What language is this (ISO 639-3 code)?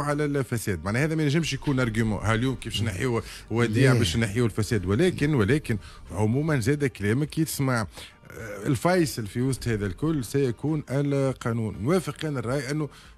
aeb